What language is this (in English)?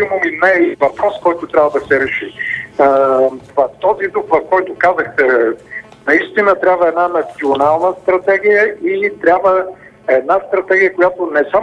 Bulgarian